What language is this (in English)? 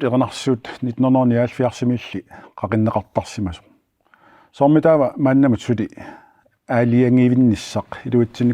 Kalaallisut